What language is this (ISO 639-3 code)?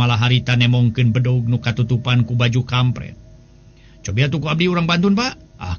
sun